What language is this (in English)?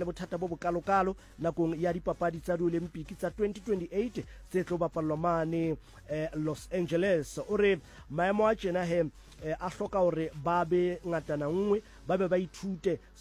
Southern Sotho